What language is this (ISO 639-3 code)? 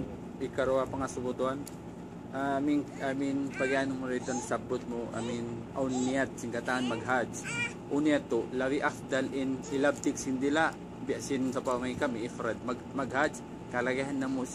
tsg